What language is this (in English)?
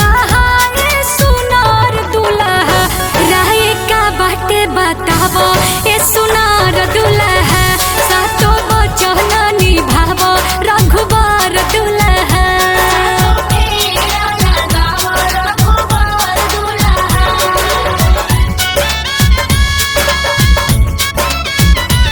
Bhojpuri